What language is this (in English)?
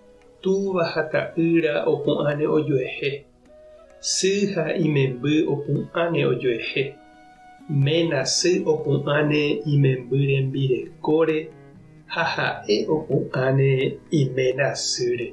Guarani